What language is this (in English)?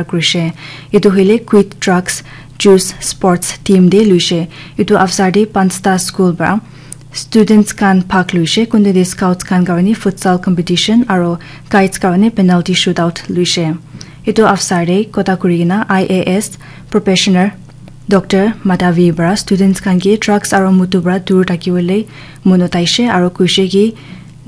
Naga Pidgin